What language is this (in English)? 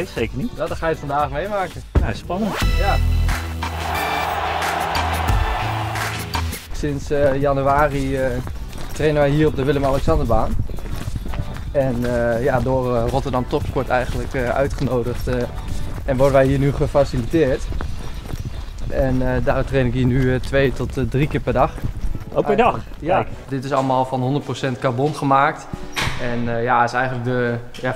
Dutch